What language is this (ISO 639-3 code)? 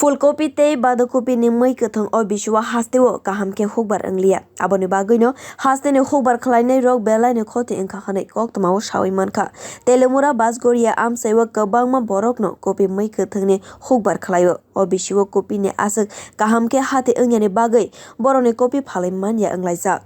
trp